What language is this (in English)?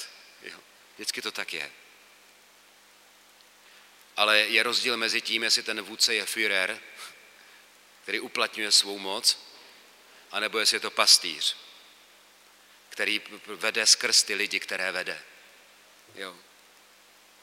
Czech